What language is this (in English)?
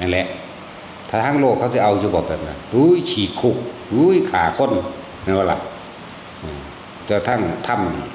Northeastern Thai